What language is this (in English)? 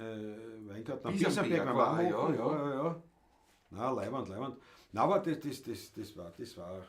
Bavarian